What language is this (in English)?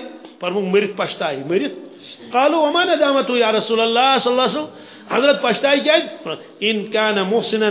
Kashmiri